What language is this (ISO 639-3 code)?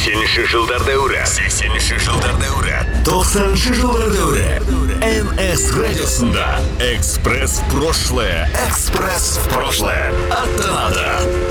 kaz